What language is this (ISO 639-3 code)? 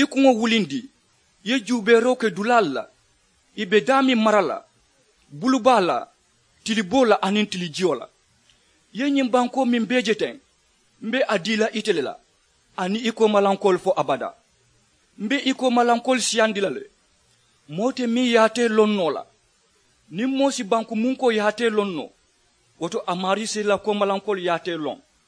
man